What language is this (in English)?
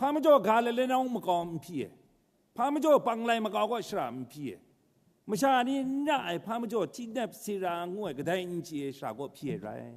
Kachin